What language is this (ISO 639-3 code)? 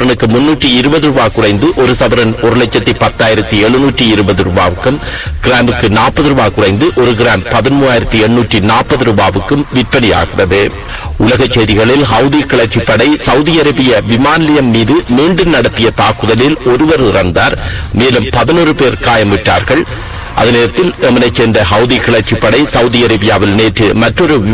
tam